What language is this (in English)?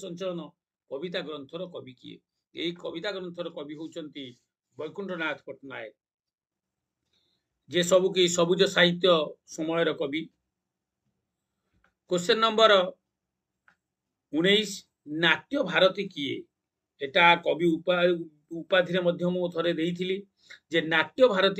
Odia